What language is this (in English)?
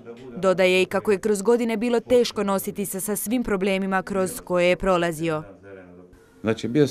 Croatian